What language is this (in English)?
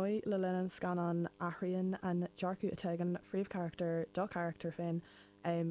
Irish